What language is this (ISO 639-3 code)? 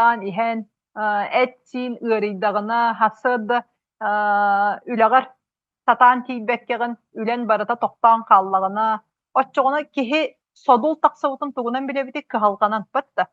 sah